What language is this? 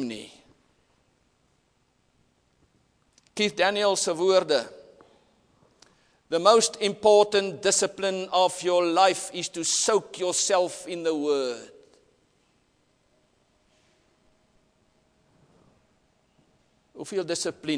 Afrikaans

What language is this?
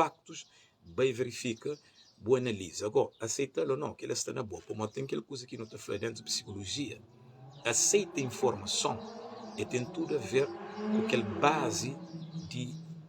Kabuverdianu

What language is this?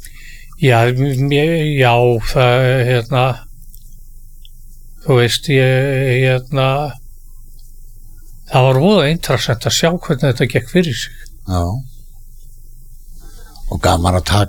Icelandic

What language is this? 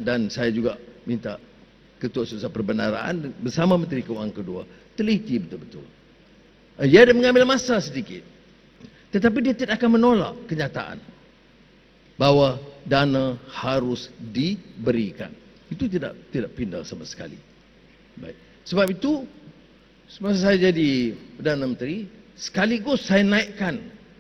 Malay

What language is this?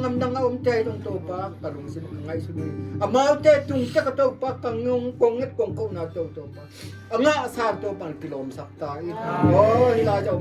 Tedim Chin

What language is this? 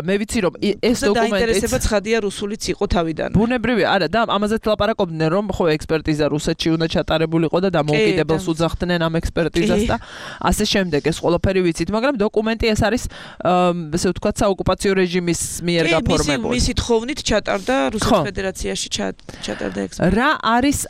Georgian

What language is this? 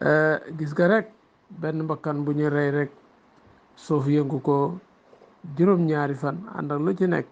Wolof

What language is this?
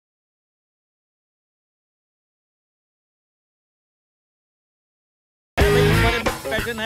Gujarati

